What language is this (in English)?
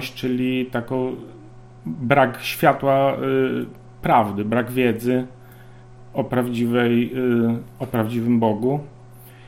Polish